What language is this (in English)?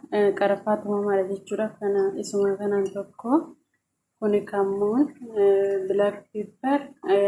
Oromo